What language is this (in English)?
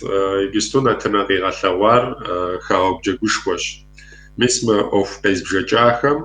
Kabardian